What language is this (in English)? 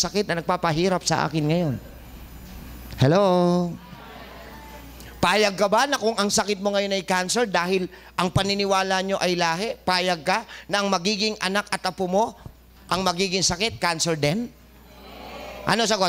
Filipino